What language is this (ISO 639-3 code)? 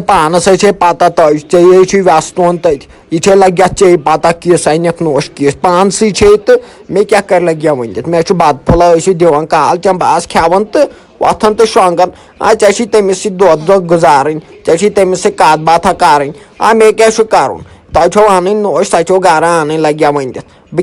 kas